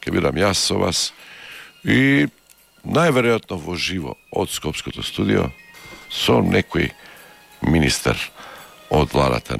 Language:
Macedonian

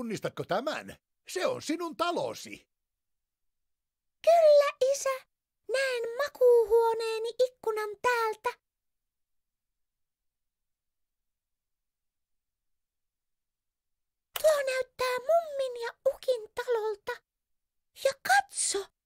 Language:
Finnish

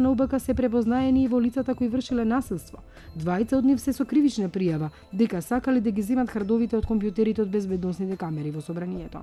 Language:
Macedonian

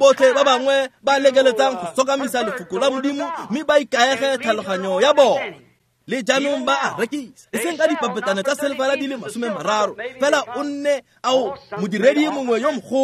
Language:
Tswana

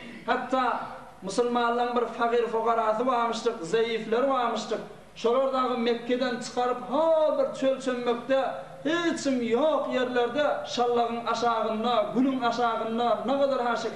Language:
Turkmen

